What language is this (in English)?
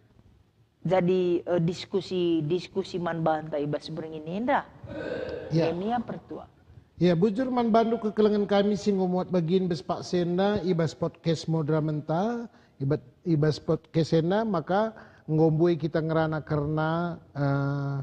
Batak Karo